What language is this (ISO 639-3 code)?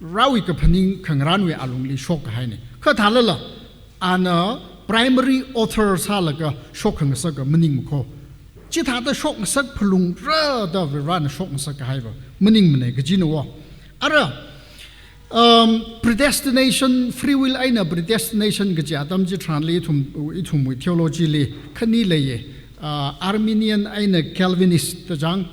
nmf